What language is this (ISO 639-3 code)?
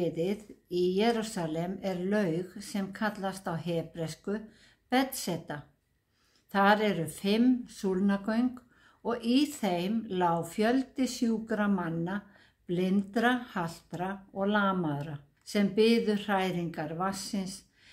isl